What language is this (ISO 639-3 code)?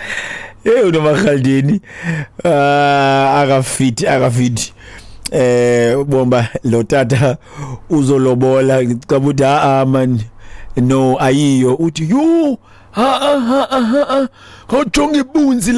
xho